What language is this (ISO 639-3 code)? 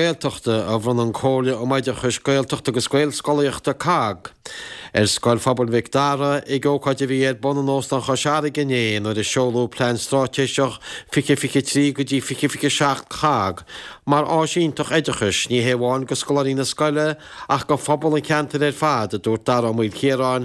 gle